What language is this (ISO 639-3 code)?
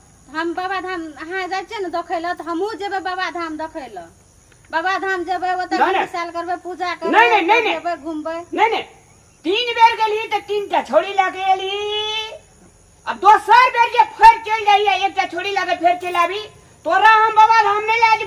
mai